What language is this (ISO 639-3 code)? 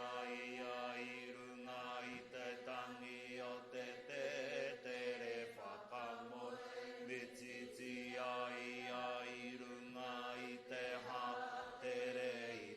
mri